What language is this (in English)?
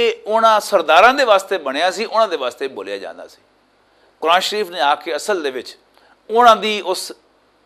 Western Panjabi